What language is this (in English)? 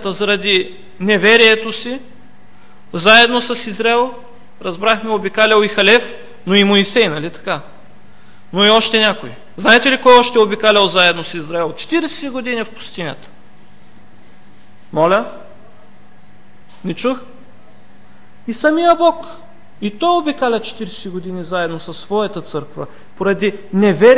Bulgarian